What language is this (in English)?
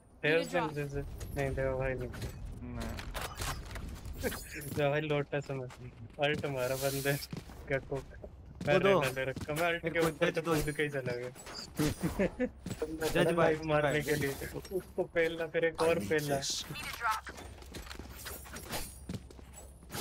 Hindi